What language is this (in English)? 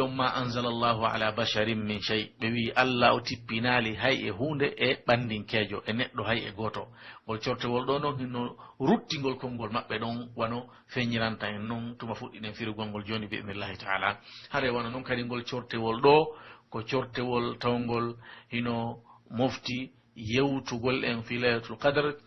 Pular